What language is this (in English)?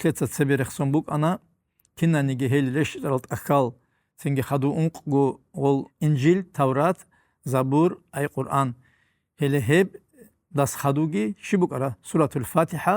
Avaric